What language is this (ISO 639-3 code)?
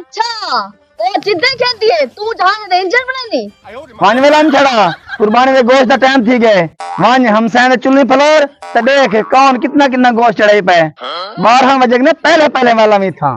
skr